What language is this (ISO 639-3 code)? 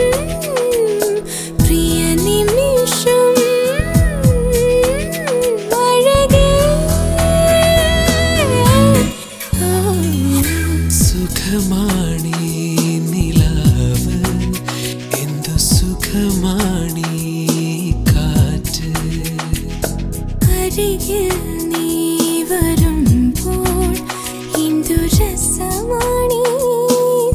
mal